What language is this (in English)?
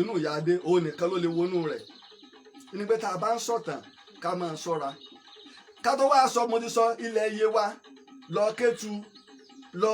Yoruba